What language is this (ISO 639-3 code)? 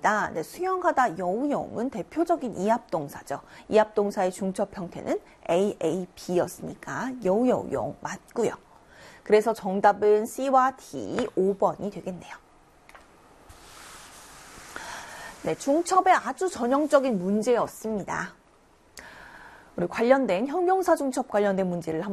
kor